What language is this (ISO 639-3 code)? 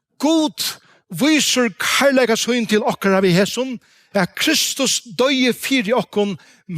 fao